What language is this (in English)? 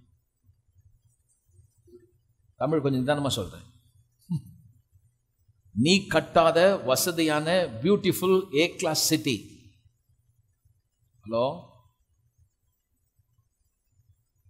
Tamil